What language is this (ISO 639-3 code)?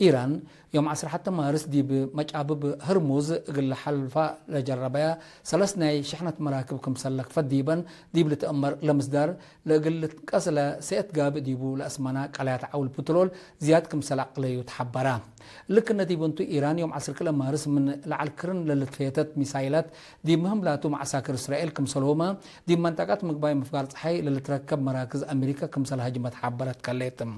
tig